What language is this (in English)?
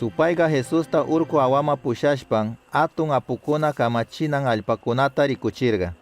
Chimborazo Highland Quichua